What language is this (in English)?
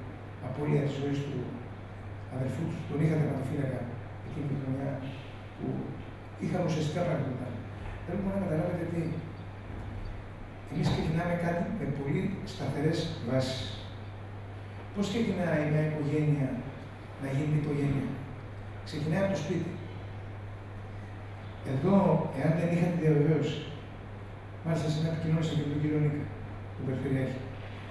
Greek